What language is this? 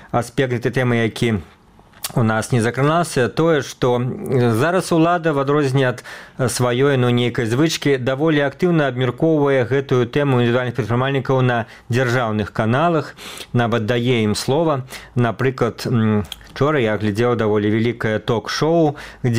Belarusian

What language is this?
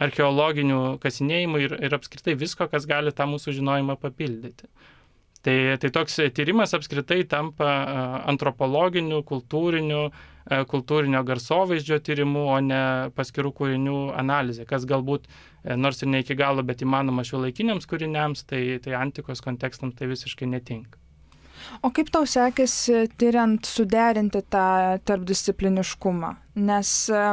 Lithuanian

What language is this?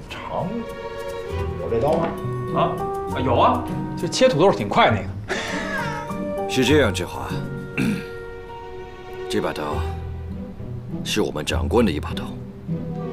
Chinese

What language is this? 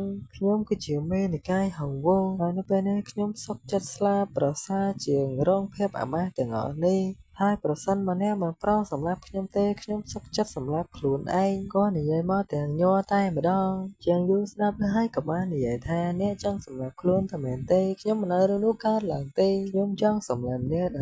Khmer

